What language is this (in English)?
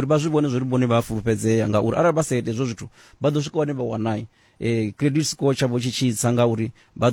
Venda